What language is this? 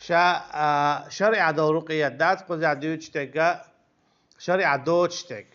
Chechen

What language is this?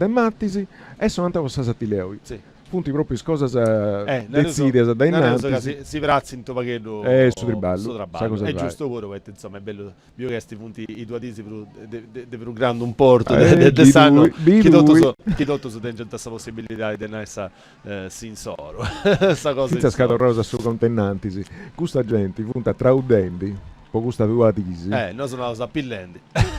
Sardinian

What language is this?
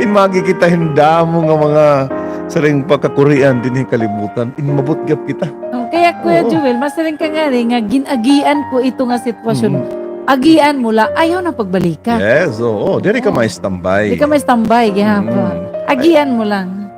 Waray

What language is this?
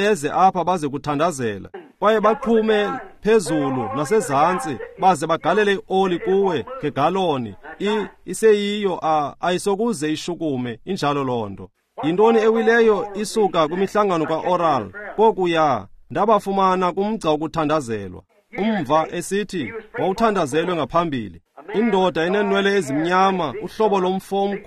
Xhosa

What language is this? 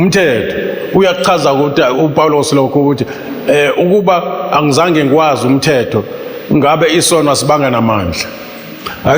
Zulu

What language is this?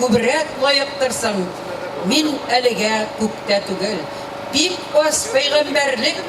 Tatar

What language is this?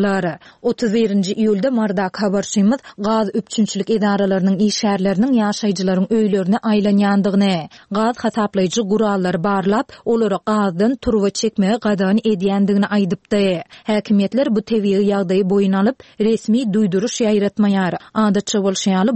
Turkmen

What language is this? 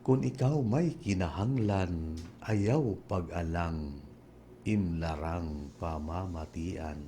Waray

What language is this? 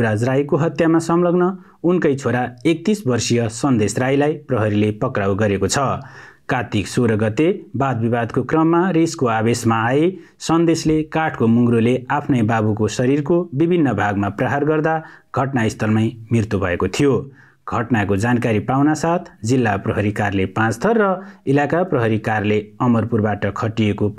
Nepali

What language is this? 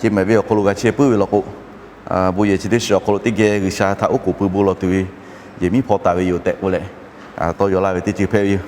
Lahu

